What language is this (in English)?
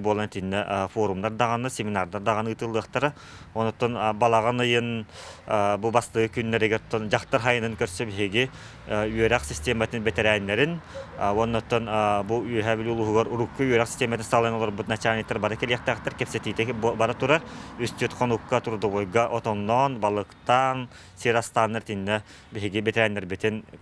Yakut